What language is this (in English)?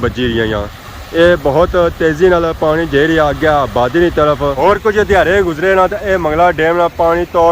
Pahari-Potwari